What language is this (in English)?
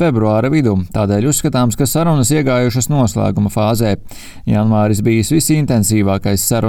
Latvian